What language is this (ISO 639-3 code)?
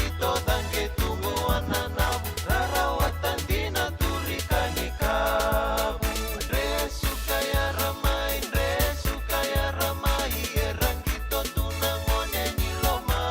fij